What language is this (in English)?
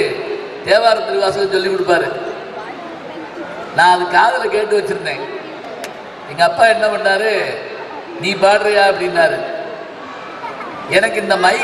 Tamil